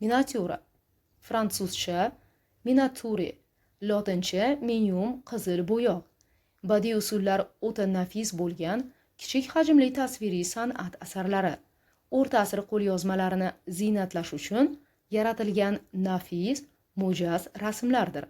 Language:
Uzbek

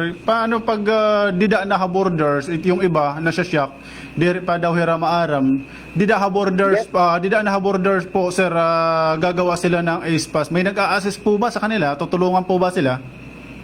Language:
Waray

